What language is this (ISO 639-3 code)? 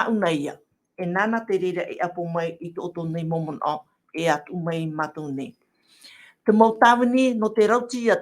tah